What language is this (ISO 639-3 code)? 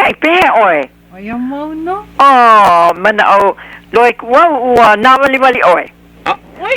haw